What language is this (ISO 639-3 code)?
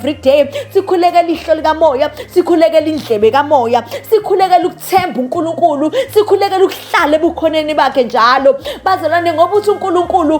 zul